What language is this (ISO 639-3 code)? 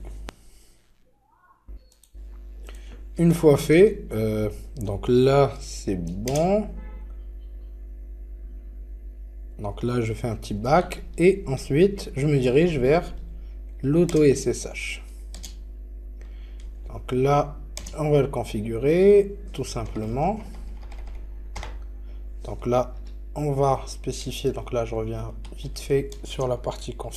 fra